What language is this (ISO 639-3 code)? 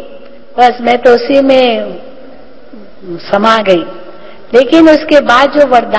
hin